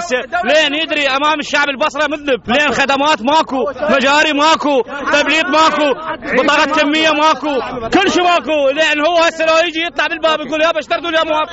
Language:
Mesopotamian Arabic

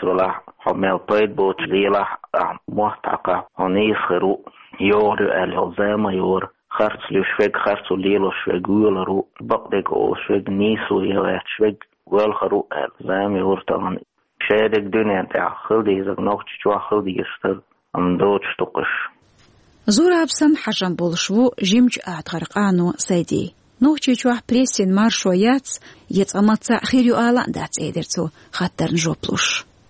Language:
Chechen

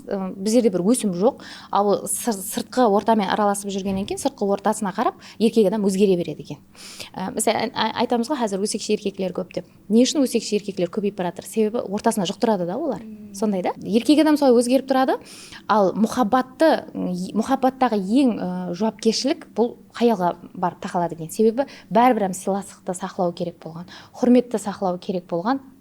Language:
Kara-Kalpak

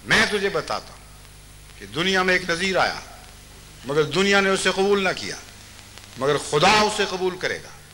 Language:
Urdu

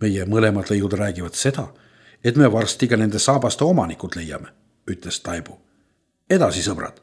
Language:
Estonian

